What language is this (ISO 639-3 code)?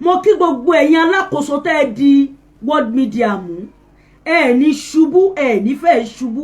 yor